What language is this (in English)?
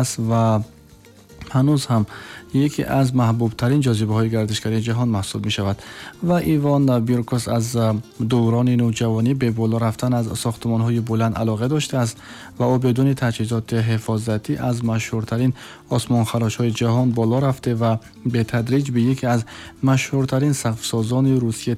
Tajik